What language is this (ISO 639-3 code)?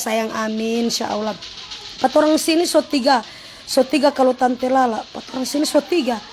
xmm